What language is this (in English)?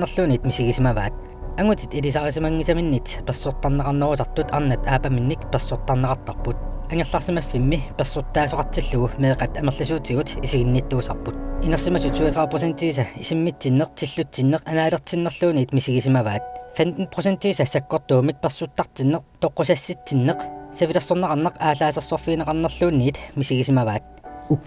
Kalaallisut